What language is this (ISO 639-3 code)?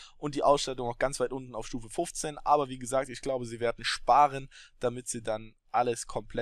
deu